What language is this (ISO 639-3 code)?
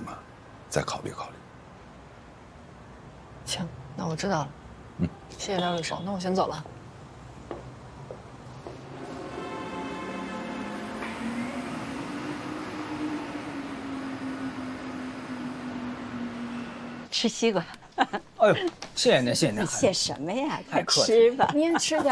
zho